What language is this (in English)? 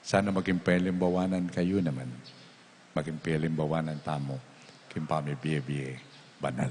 Pampanga